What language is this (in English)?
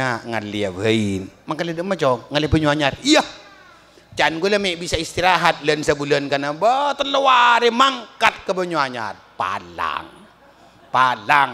Madurese